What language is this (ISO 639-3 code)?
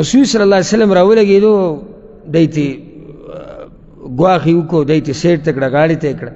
pus